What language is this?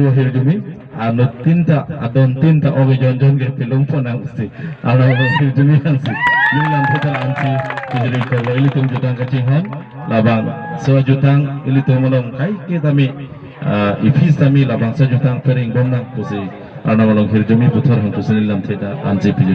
Karbi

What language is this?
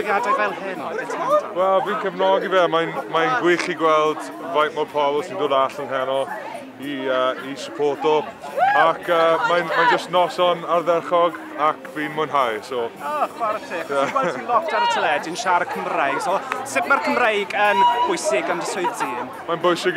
Welsh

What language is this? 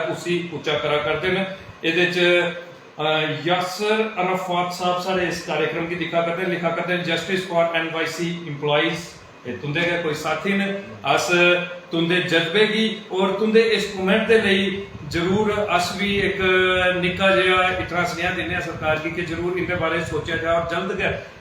Dogri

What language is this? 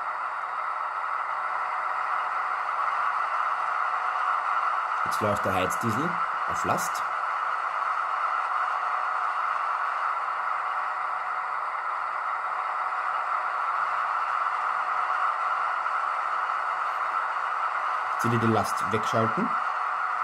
German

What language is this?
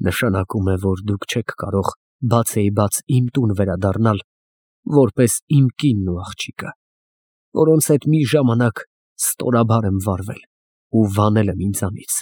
Armenian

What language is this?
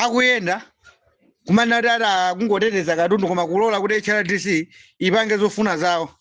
Nyanja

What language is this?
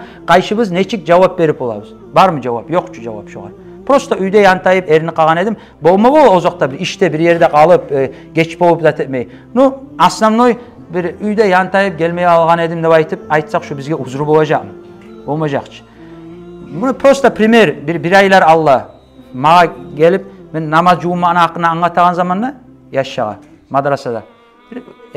Kumyk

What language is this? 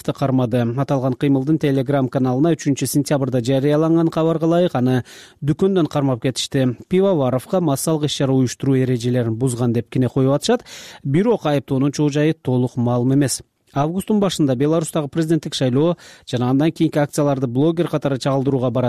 Kyrgyz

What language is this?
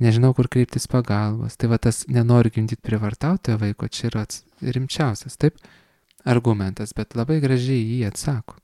Lithuanian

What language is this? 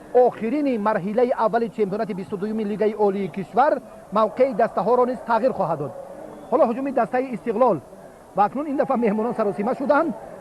Tajik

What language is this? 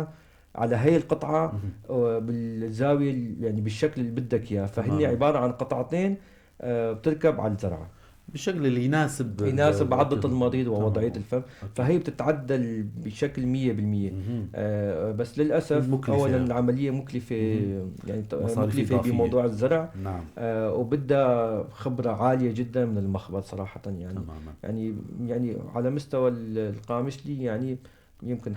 North Levantine Arabic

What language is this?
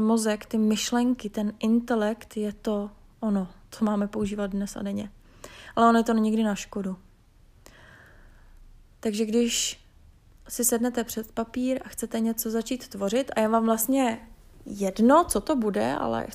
Czech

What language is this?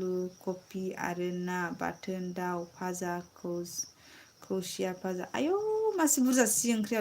Bodo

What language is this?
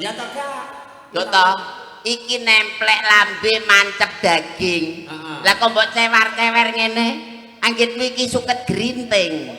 Javanese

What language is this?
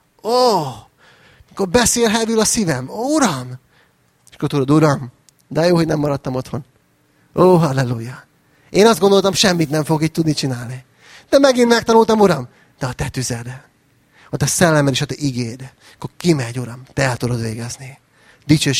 Hungarian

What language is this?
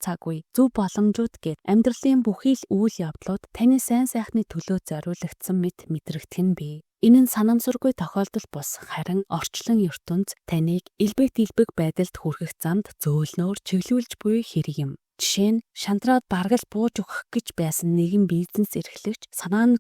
Mongolian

